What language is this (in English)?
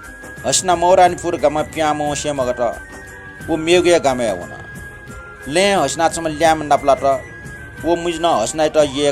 Newari